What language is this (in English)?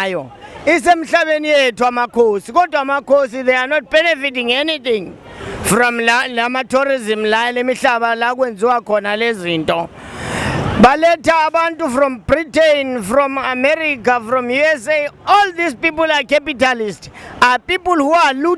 Zulu